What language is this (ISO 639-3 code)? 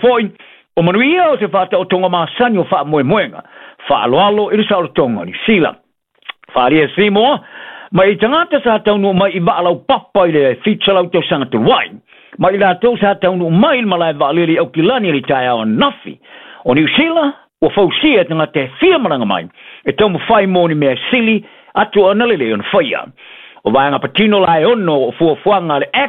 smo